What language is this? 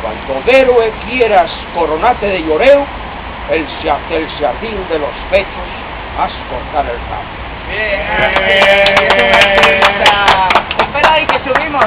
Asturian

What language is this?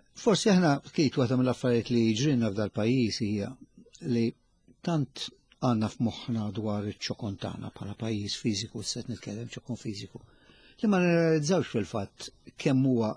Maltese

